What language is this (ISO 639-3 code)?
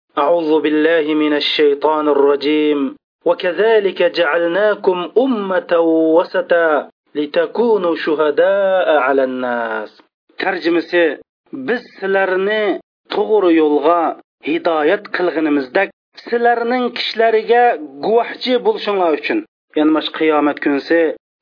uig